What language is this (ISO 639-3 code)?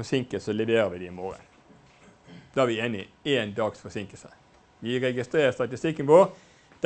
nor